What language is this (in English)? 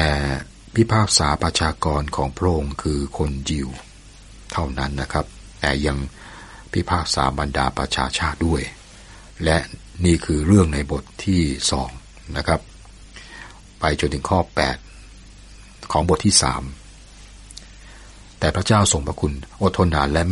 Thai